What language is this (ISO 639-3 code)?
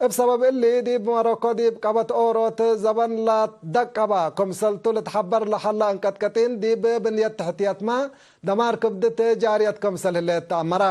tig